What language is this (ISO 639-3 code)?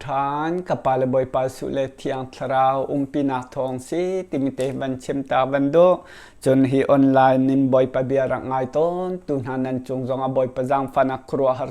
cnh